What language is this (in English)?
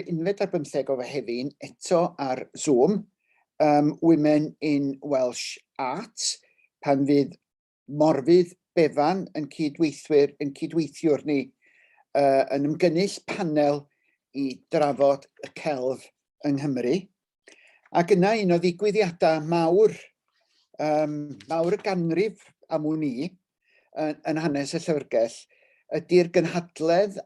Welsh